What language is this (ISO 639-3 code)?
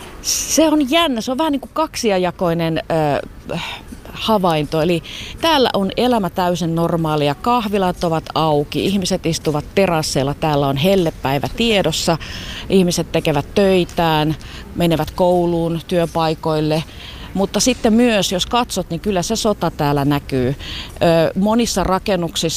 fin